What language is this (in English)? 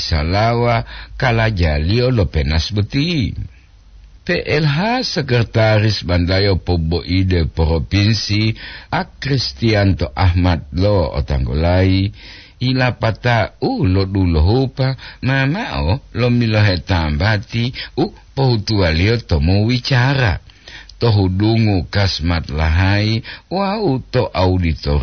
Gorontalo